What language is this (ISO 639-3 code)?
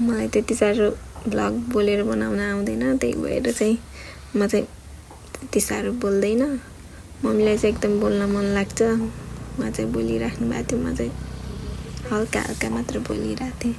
nep